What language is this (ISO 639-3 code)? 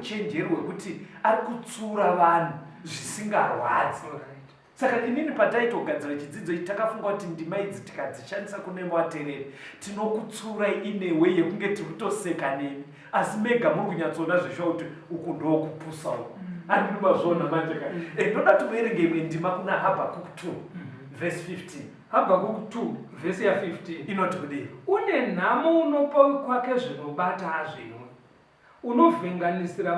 sna